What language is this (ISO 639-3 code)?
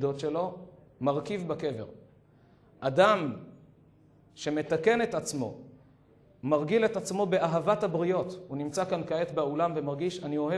heb